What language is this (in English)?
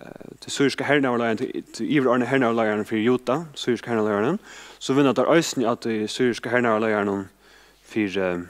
Faroese